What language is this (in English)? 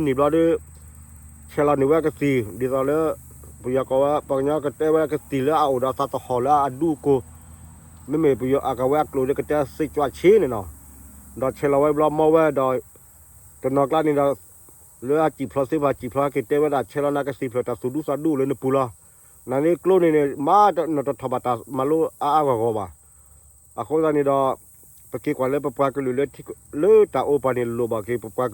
S'gaw Karen